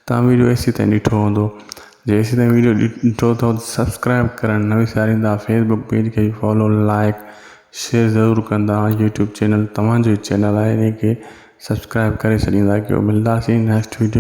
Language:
Sindhi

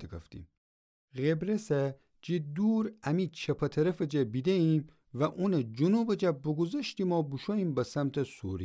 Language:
Gilaki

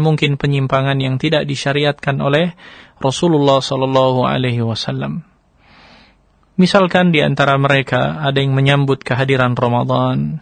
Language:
Indonesian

